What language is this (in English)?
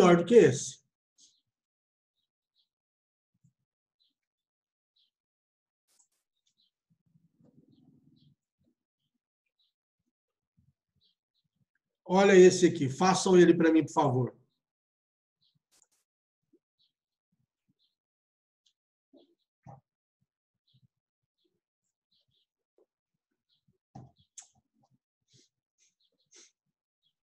Portuguese